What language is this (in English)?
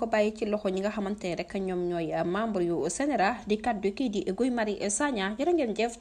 Wolof